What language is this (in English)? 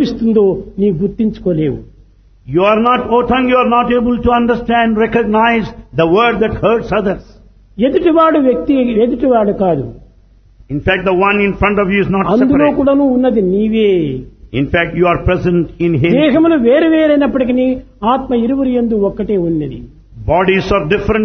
Telugu